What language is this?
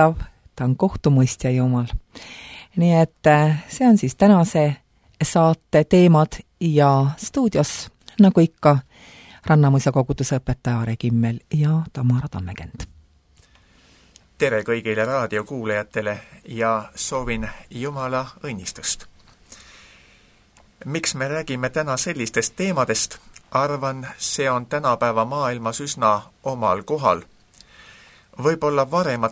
Estonian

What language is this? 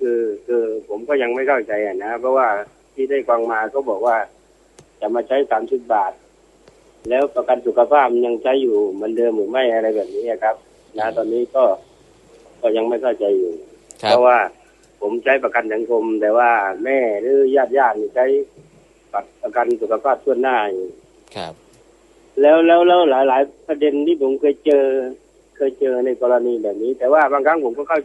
Thai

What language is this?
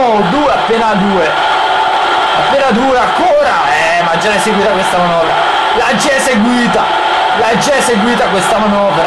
Italian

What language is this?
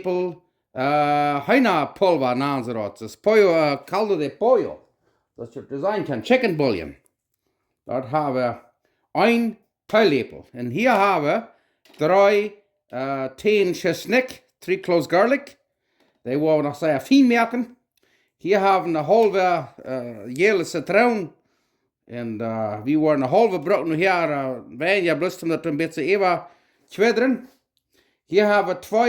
Plautdietsch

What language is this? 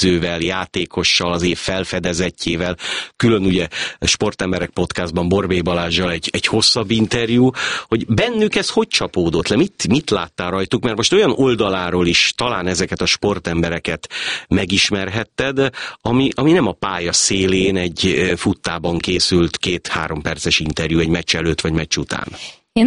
Hungarian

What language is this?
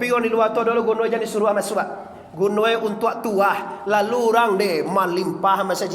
Minangkabau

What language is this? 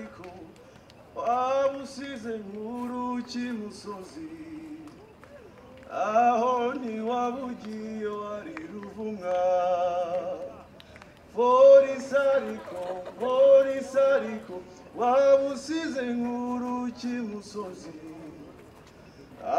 Kinyarwanda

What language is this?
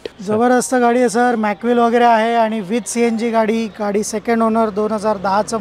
Marathi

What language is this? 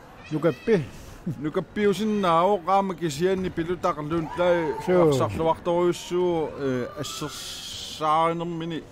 Kalaallisut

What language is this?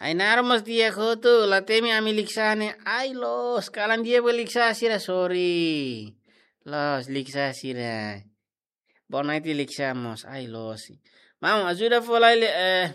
Tetum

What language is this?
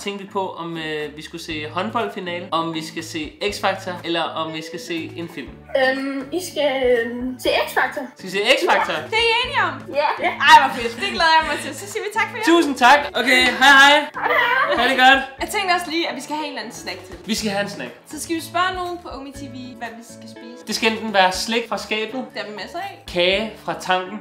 Danish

